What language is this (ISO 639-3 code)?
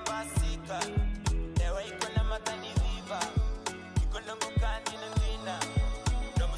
fij